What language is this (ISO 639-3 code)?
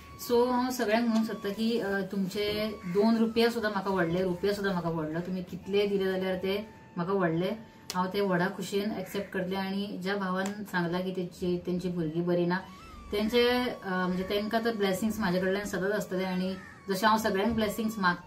kok